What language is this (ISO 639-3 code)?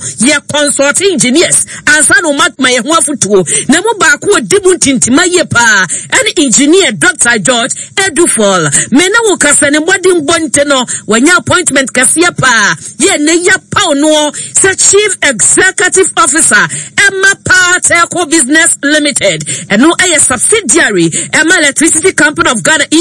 aka